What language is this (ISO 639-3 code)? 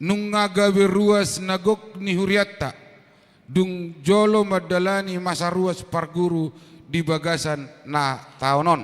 bbc